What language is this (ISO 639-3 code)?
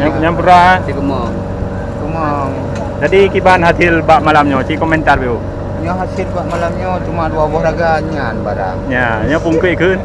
ace